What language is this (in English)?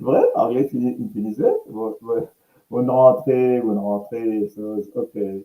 Morisyen